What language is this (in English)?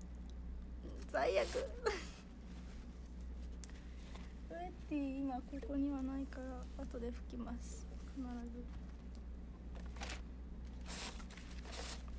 Japanese